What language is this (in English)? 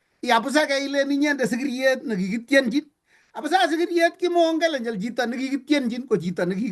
Kalenjin